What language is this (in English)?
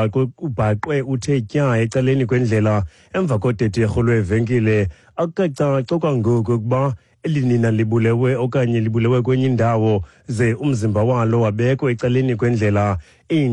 Xhosa